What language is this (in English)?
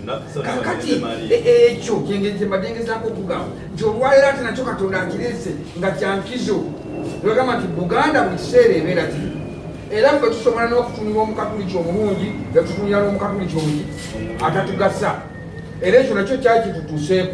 Ganda